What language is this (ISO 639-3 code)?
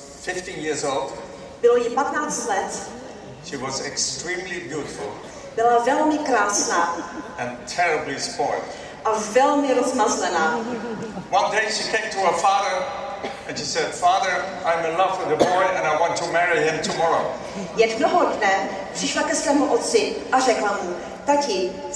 ces